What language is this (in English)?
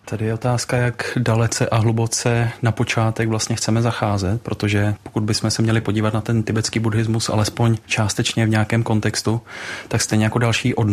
Czech